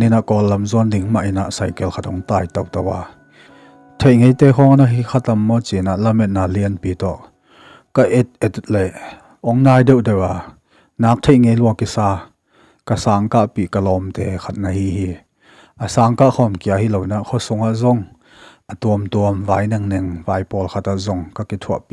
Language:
Tedim Chin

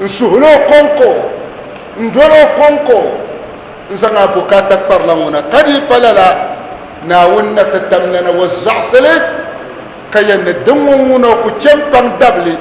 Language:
Dagbani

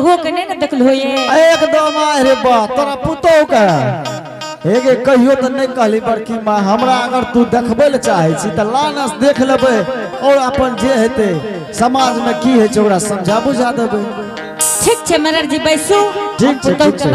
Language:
Angika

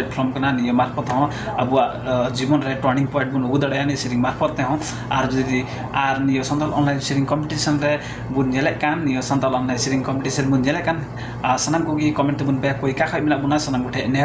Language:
Santali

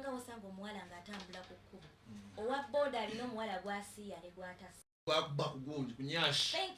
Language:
Ganda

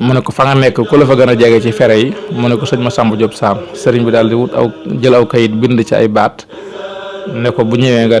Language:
Wolof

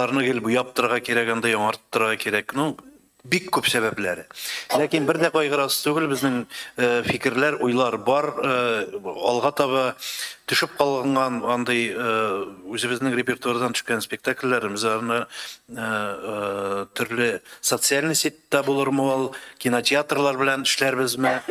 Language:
Tatar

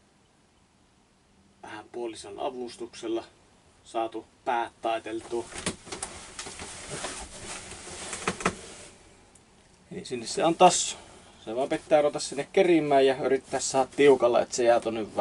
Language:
Finnish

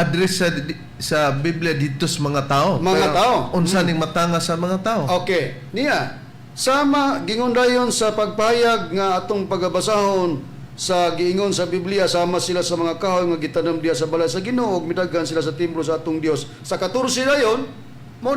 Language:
Cebuano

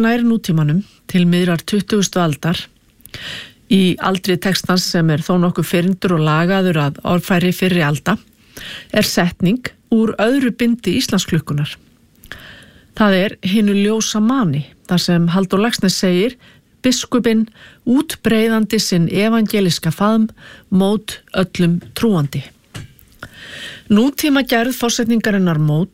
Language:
Icelandic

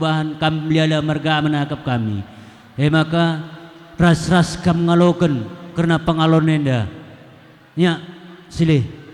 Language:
Batak Karo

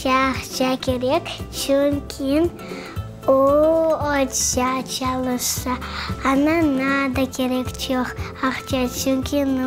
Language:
Crimean Tatar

